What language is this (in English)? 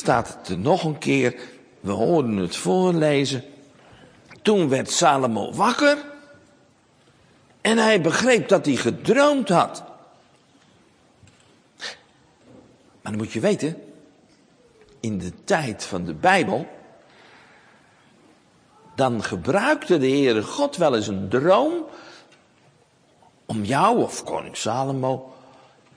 Dutch